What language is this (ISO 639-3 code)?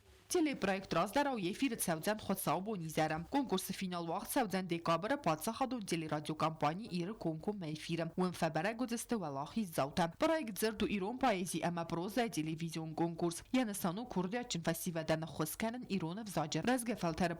oss